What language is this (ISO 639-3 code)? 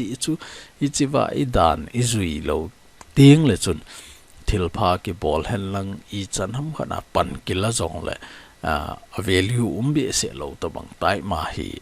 tcz